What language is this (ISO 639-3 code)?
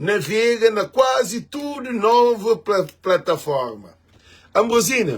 kea